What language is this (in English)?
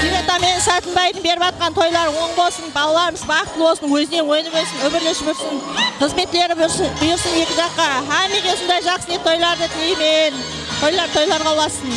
Kara-Kalpak